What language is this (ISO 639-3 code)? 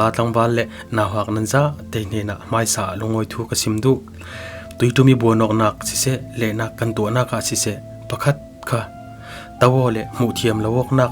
cfm